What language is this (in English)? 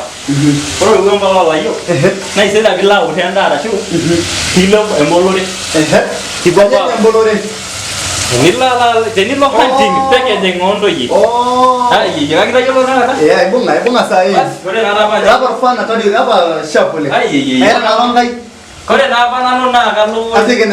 Masai